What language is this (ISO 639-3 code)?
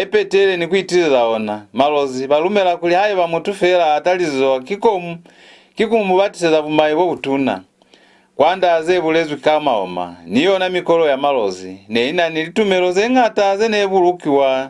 loz